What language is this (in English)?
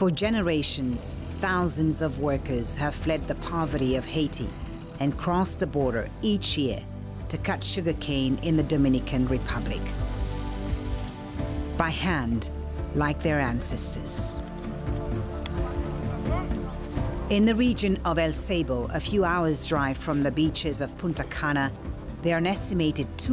English